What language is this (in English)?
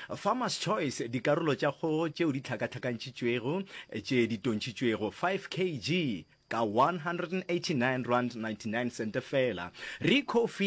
Northern Sotho